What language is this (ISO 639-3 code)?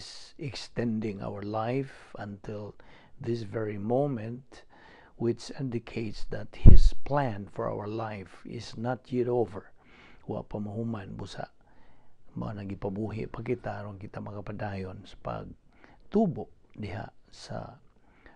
ceb